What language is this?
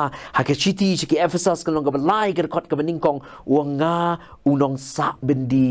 Khasi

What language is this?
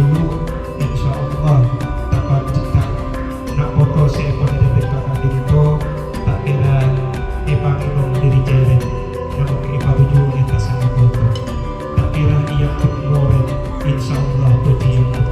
Madurese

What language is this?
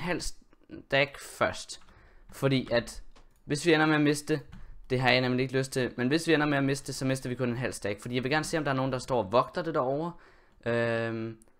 Danish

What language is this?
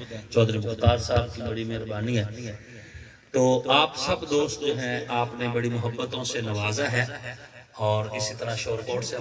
Urdu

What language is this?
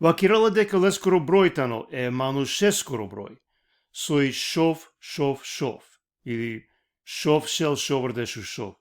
Balkan Romani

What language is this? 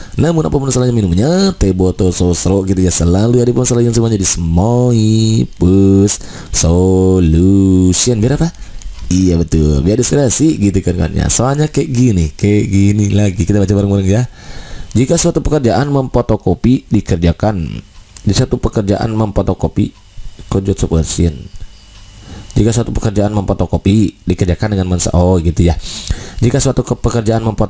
Indonesian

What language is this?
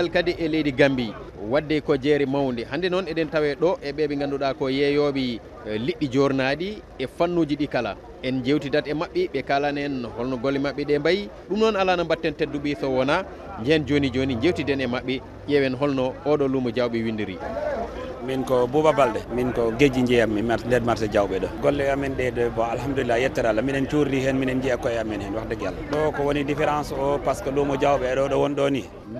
Fula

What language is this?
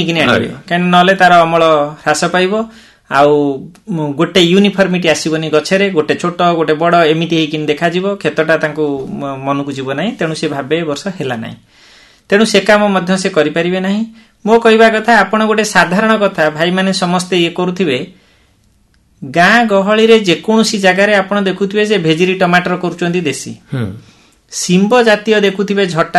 Odia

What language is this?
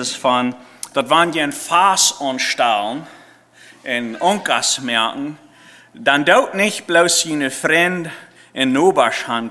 Plautdietsch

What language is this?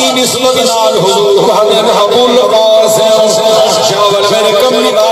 Saraiki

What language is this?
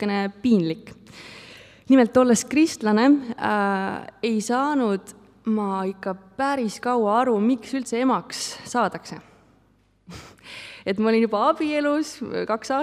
Estonian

